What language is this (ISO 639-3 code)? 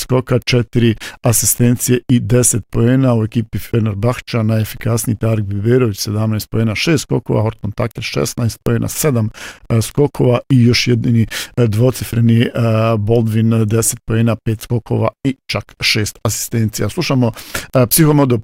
bos